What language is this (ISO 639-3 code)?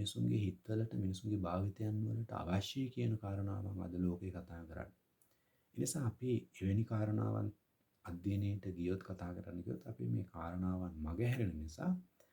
sin